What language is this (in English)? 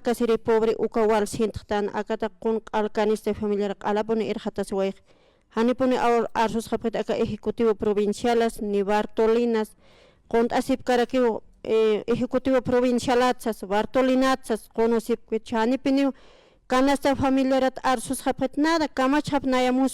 Aymara